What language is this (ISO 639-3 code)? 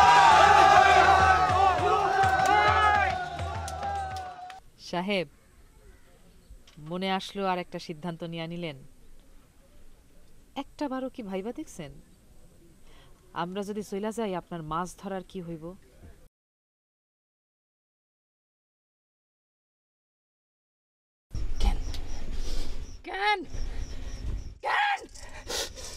ben